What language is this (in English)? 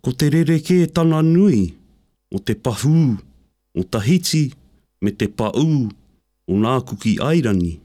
Māori